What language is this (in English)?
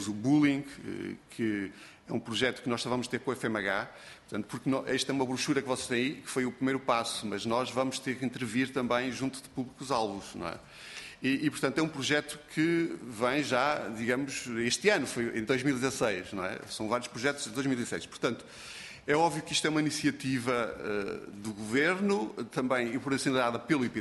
Portuguese